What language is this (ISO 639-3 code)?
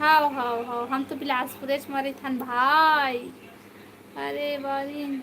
hne